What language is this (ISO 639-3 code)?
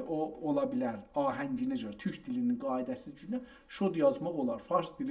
azb